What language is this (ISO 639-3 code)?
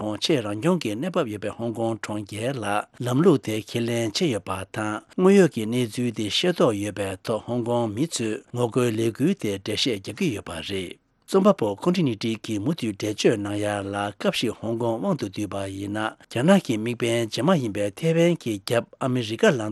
bod